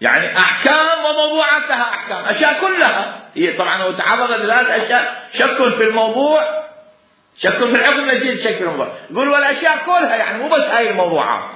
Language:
Mesopotamian Arabic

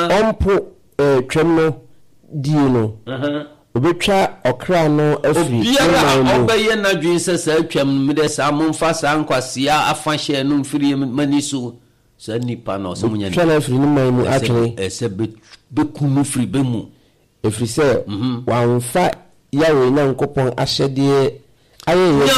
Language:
Akan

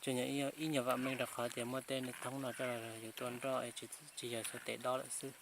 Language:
Hmong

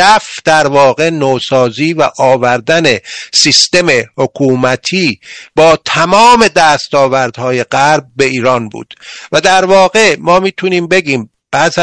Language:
Persian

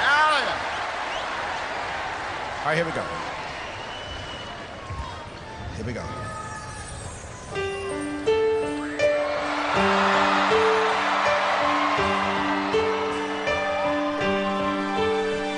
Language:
English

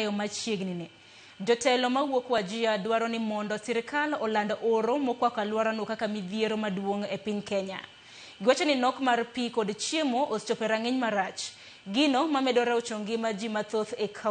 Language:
Luo (Kenya and Tanzania)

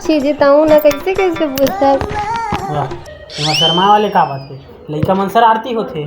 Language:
Chhattisgarhi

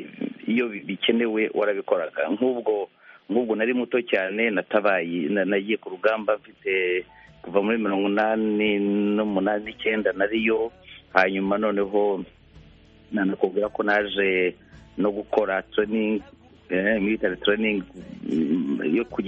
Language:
Kinyarwanda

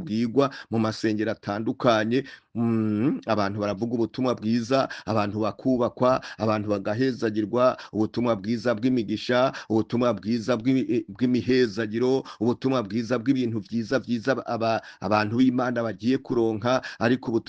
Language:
Rundi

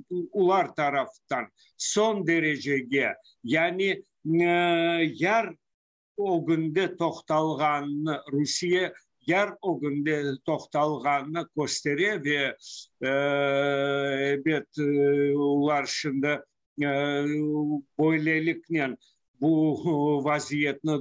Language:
Crimean Tatar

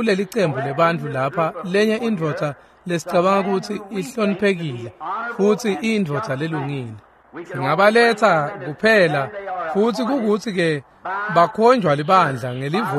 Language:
Swati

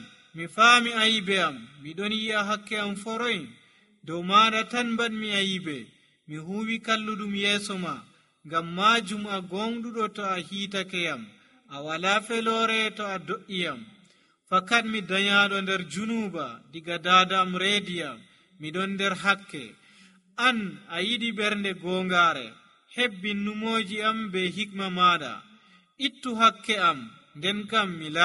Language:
Nigerian Fulfulde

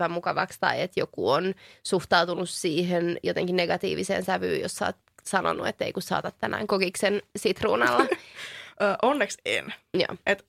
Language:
Finnish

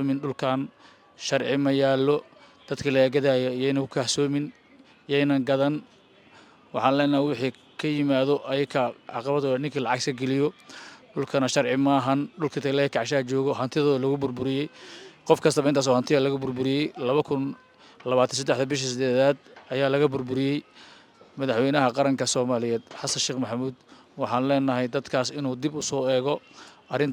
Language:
Somali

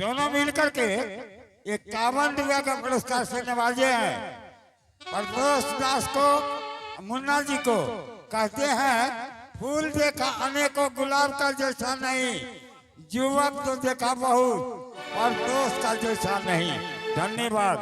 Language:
Angika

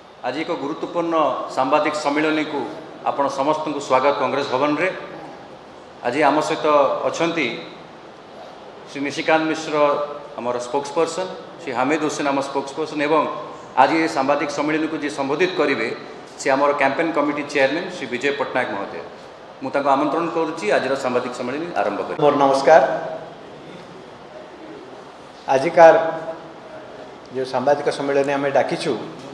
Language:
Odia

